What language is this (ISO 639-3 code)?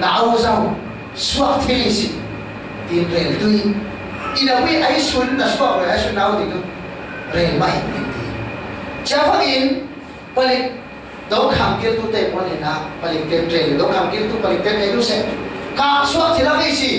cfm